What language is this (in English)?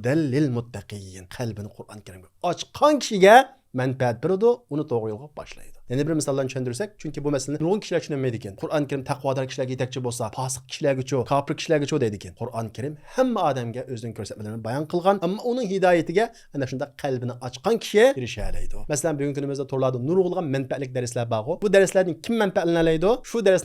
Uyghur